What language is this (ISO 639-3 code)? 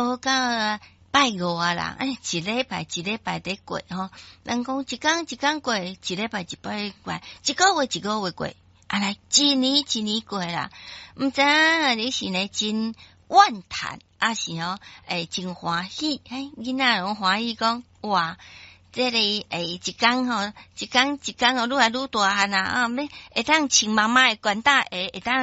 nan